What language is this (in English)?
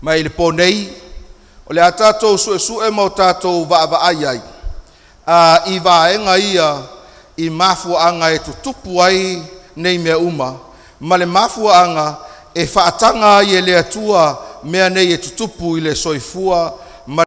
Samoan